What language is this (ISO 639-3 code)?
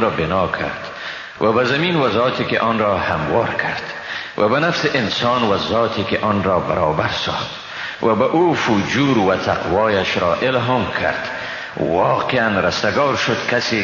fas